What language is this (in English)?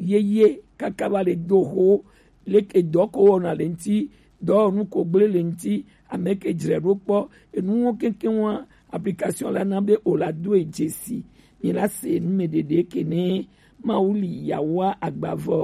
Gen